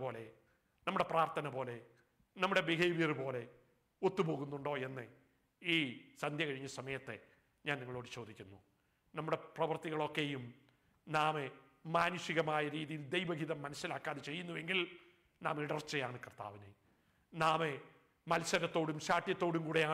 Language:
Malayalam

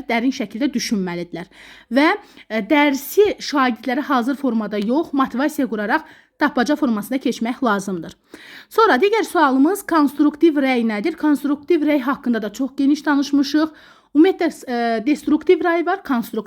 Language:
Azerbaijani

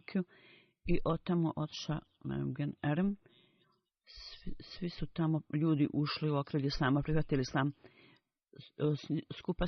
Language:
Bosnian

